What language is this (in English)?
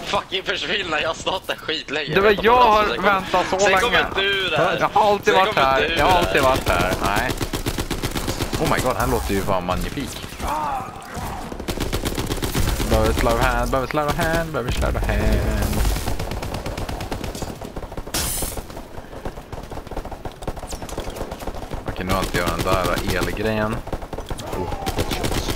Swedish